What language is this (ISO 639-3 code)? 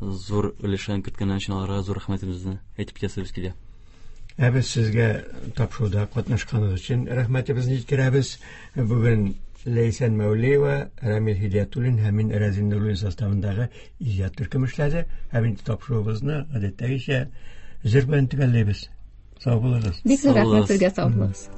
tat